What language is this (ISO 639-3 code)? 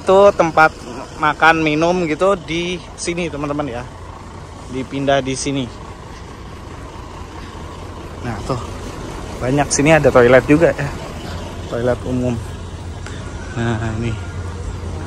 ind